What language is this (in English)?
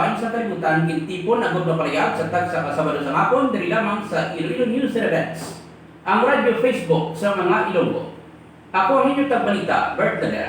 Hiligaynon